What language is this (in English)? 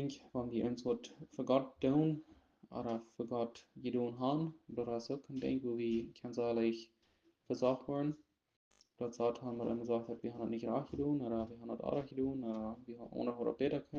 Plautdietsch